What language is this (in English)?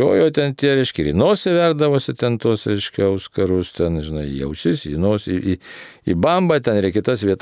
Lithuanian